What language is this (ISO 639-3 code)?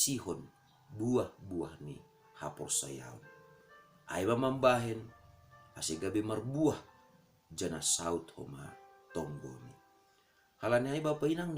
bts